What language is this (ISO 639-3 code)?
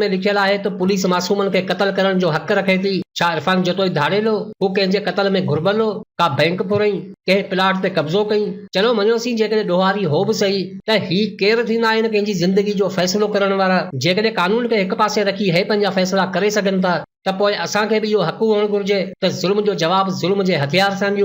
snd